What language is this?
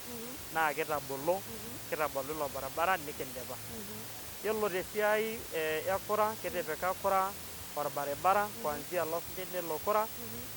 Masai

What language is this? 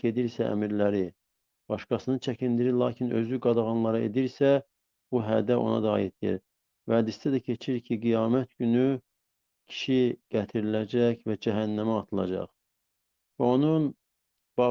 Azerbaijani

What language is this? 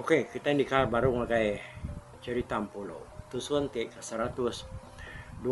Iban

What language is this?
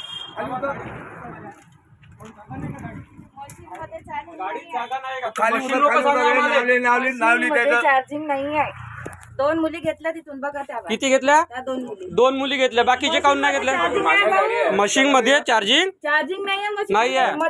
Marathi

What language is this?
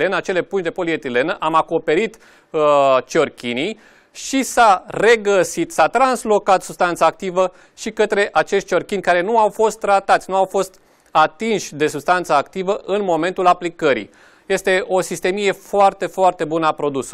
Romanian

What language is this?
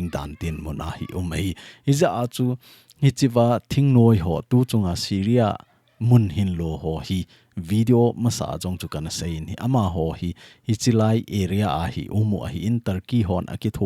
Thado Chin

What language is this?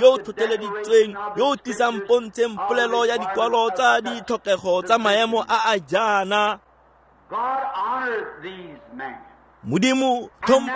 Tswana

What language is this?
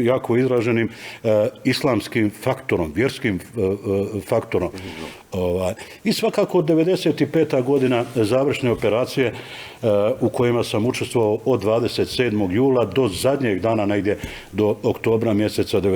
Bosnian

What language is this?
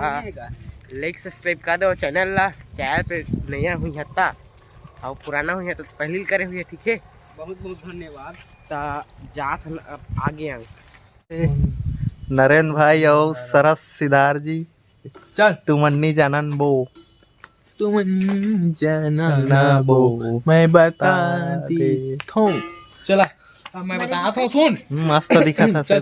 Chhattisgarhi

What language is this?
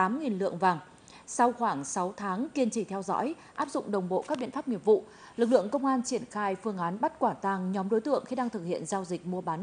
Vietnamese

